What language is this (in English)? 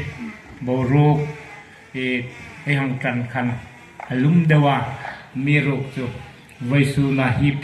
Hmar